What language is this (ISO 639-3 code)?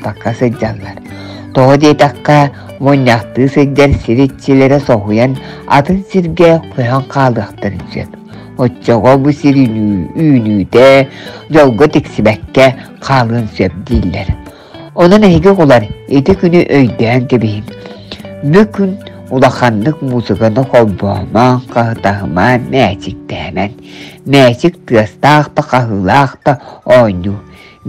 sah